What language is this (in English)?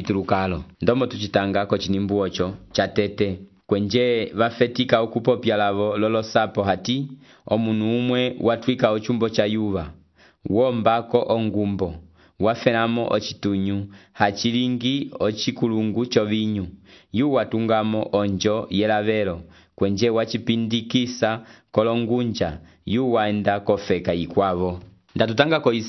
Umbundu